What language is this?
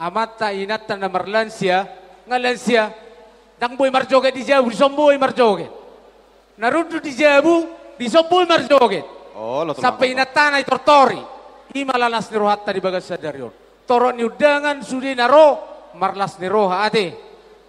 Batak Toba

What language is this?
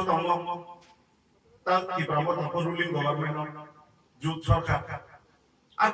Kok Borok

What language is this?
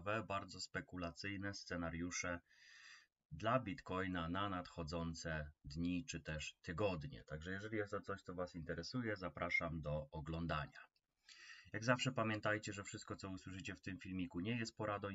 Polish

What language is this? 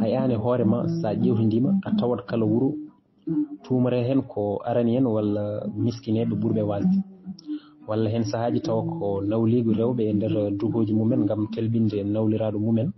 Fula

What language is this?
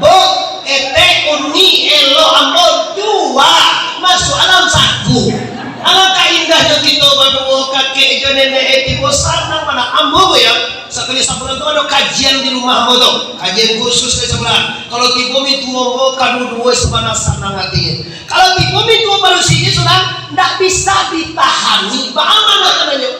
Minangkabau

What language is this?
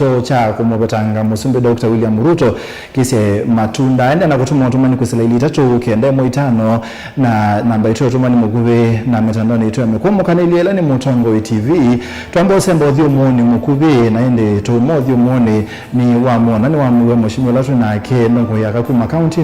Kamba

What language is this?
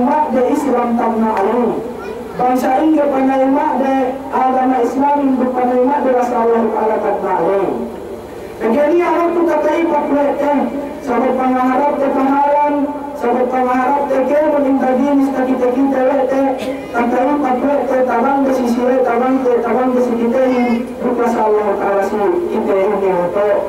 Yakan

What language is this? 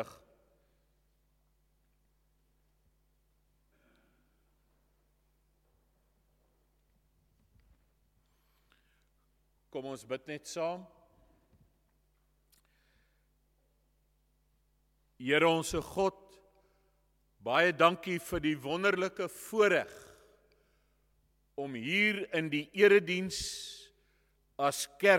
Afrikaans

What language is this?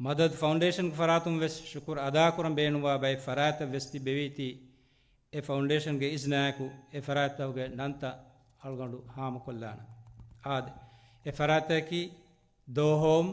Divehi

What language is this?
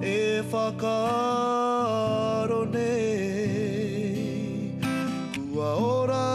Māori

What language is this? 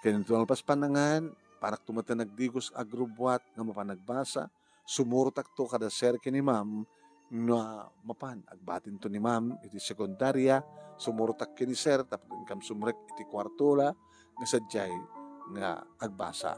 Iloko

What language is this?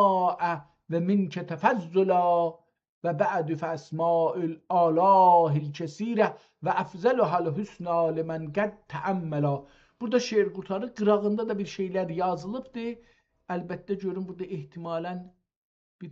South Azerbaijani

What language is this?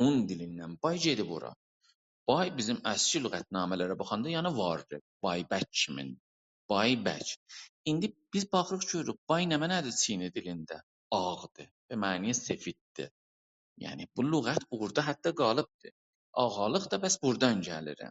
South Azerbaijani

